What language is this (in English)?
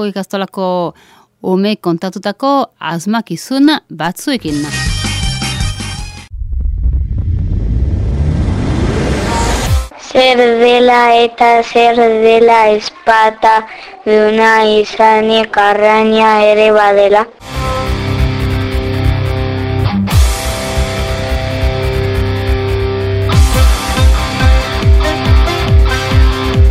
Basque